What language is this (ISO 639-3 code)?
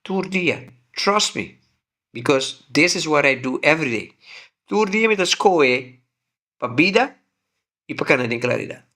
pap